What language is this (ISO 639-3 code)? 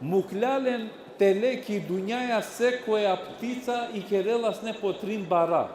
rmn